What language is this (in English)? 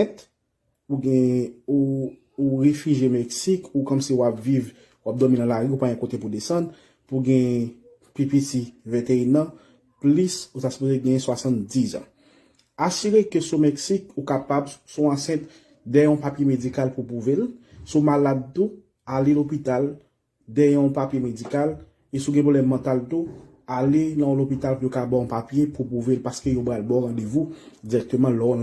Haitian Creole